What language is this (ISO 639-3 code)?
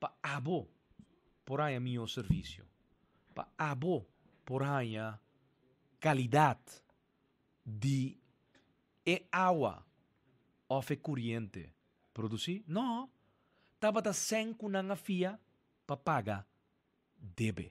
pap